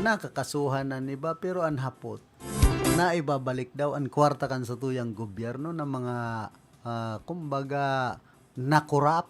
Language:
Bikol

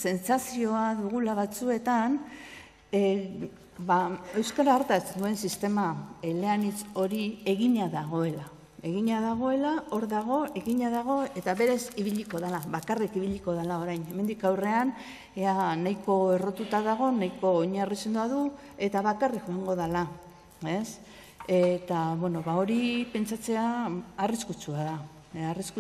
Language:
Basque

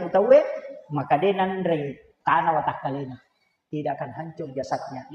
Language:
Buginese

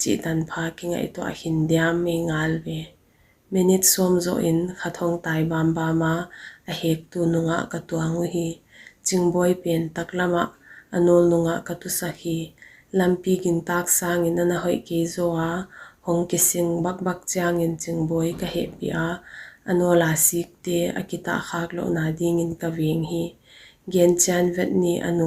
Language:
Paite Chin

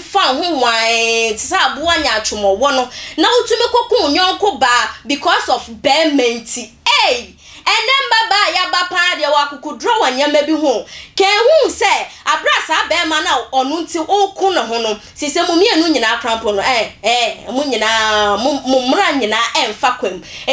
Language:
Akan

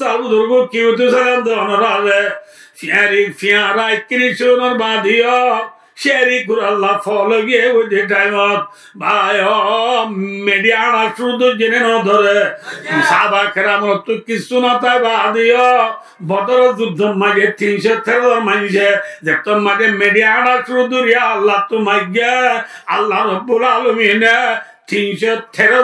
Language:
Rohingya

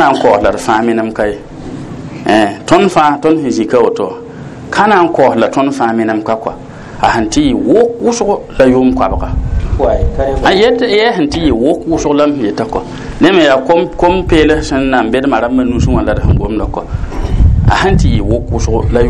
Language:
Mossi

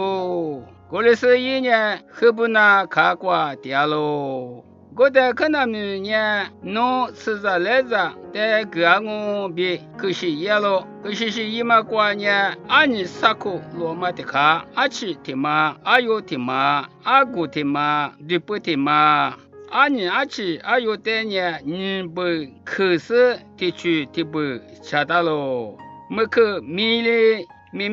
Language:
Lisu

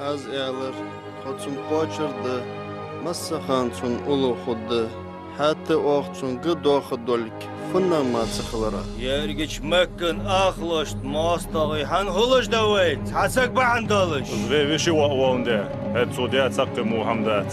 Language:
Ingush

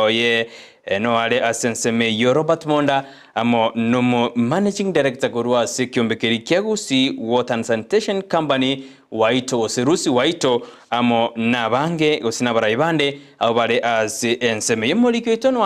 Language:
Gusii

